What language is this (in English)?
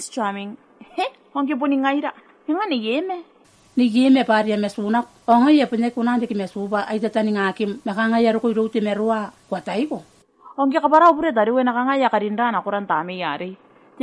Gilbertese